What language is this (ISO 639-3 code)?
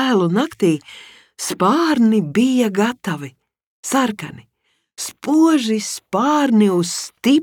lav